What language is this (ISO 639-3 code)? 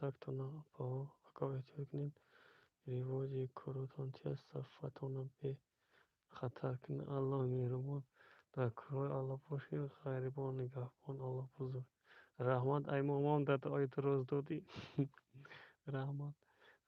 tgk